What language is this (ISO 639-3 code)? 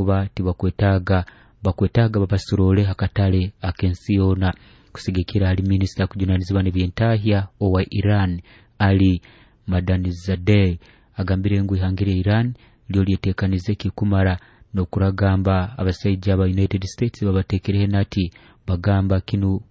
nyo